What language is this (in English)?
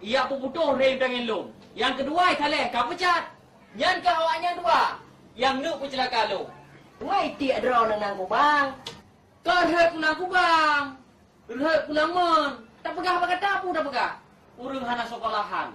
Achinese